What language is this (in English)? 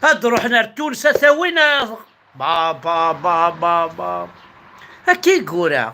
Kabyle